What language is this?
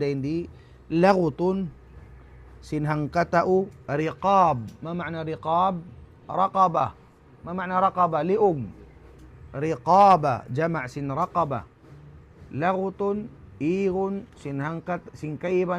Tausug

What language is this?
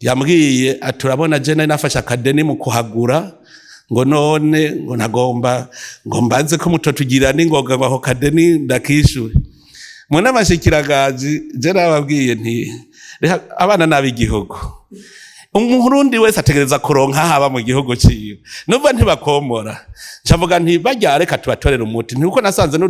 Rundi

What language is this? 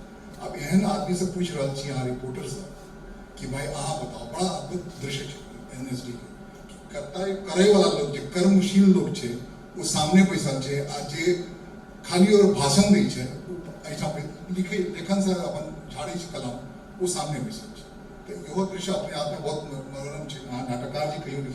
Maithili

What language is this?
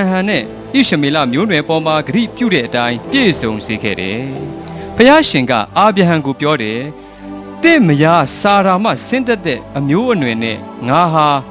Burmese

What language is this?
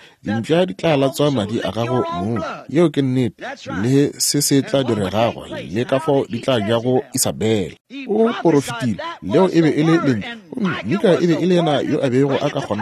Northern Sotho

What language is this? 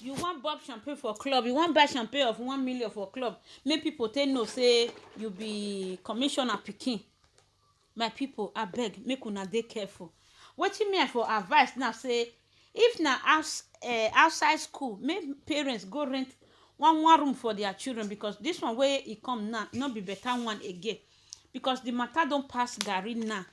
Nigerian Pidgin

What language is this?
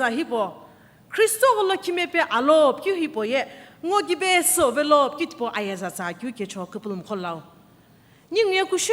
Sumi Naga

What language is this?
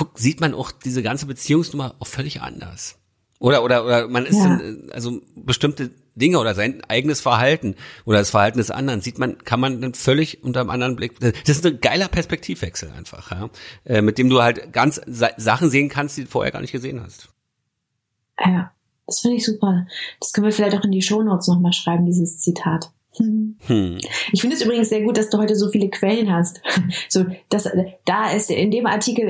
German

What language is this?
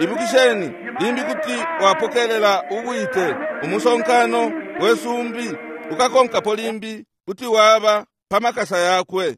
Bemba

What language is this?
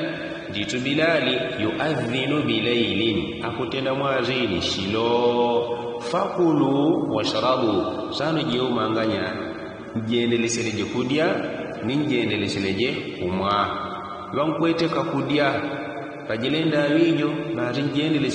Yao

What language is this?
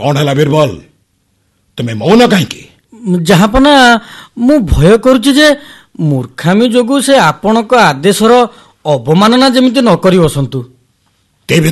Odia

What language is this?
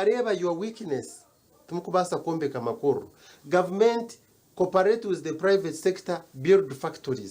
Nyankole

